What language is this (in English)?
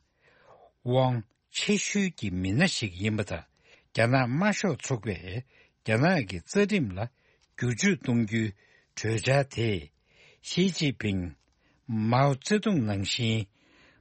Tibetan